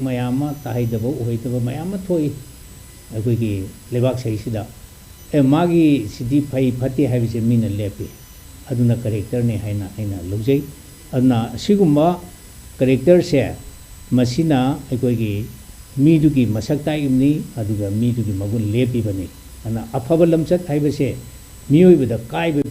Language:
Manipuri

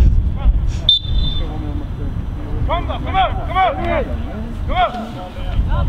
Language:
Swedish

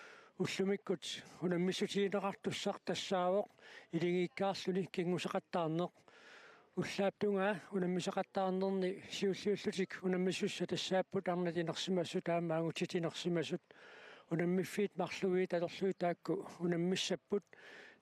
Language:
Kalaallisut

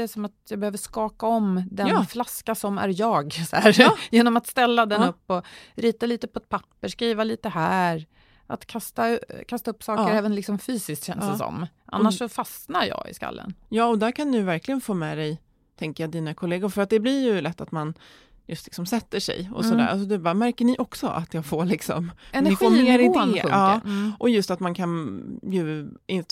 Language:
Swedish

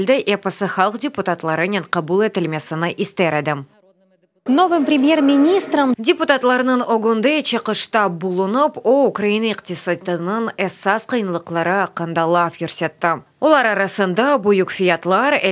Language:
Crimean Tatar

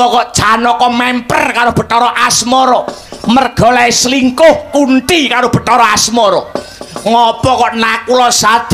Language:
Javanese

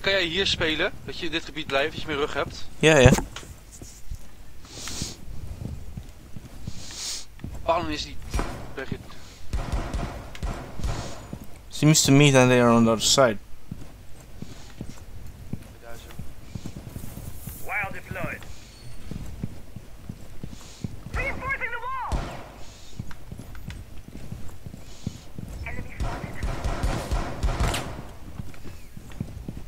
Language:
Dutch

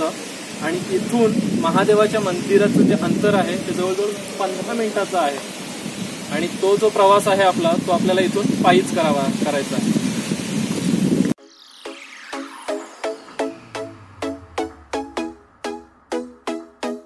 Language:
Marathi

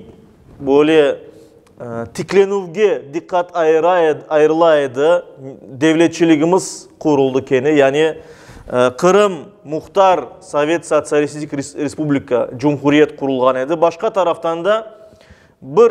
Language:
Crimean Tatar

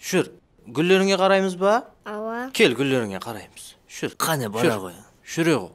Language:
Kara-Kalpak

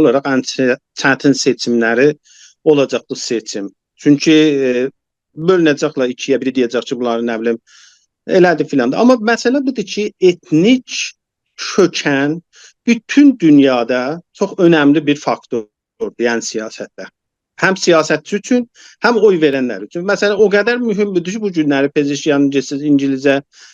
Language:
South Azerbaijani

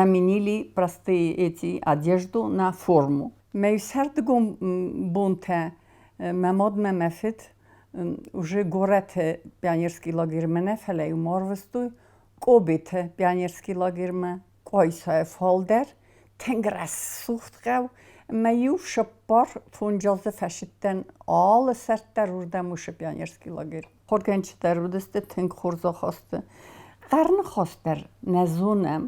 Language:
Ossetic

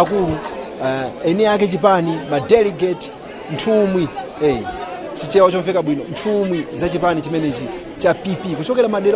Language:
Nyanja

